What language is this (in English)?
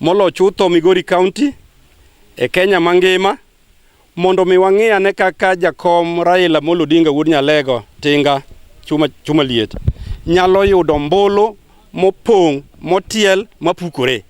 Luo (Kenya and Tanzania)